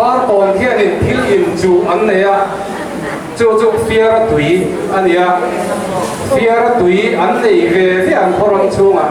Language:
Mizo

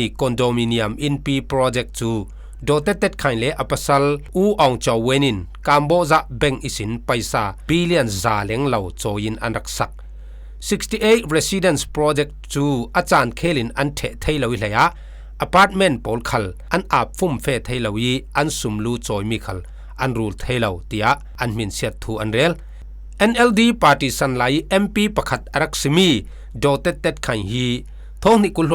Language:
Falam Chin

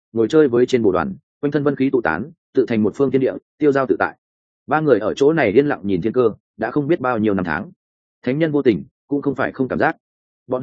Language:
Vietnamese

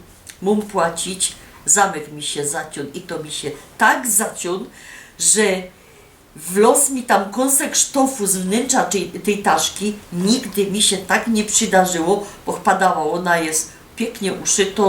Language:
Silesian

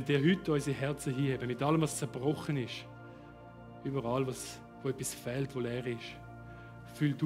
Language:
Swiss German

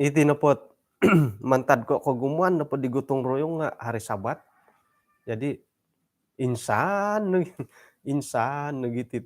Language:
Central Dusun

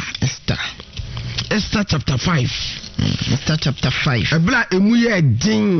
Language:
Akan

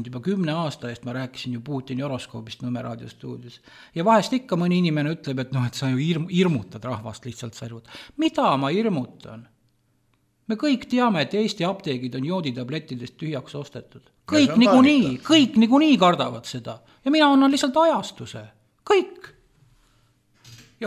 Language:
Estonian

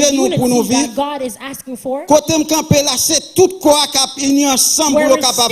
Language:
Haitian Creole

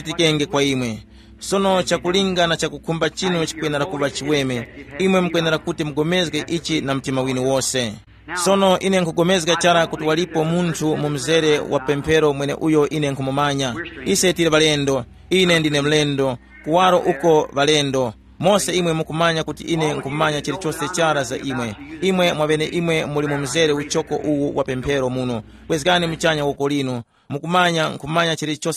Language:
Tumbuka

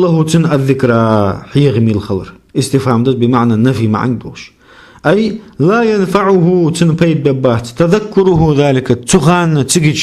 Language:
Ingush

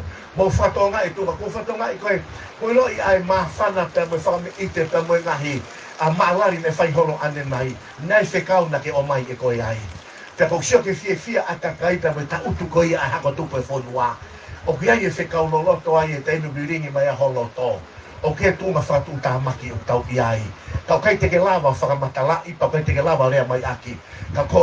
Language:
Tongan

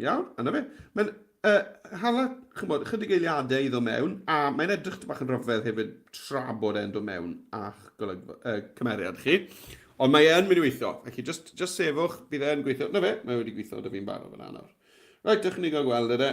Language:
Welsh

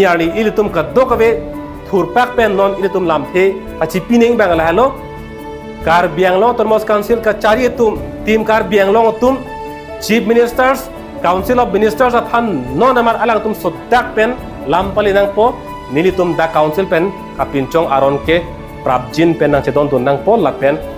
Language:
Karbi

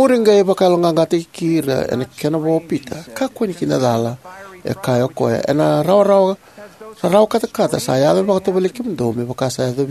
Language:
Fijian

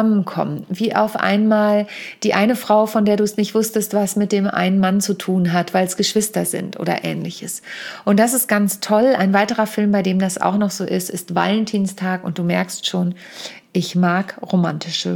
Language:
German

